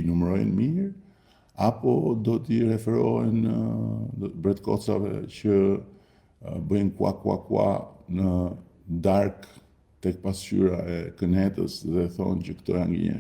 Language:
Albanian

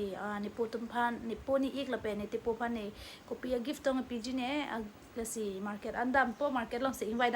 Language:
Karbi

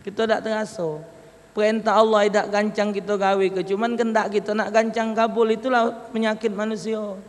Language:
Musi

